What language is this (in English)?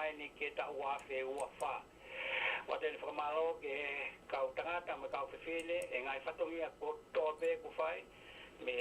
Tongan